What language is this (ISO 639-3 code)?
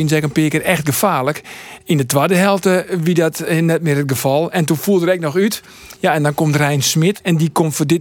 fry